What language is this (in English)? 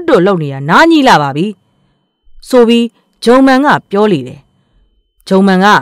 Burmese